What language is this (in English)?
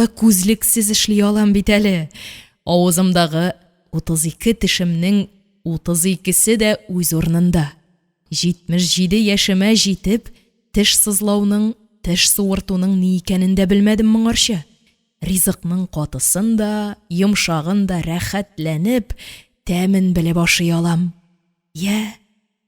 Tatar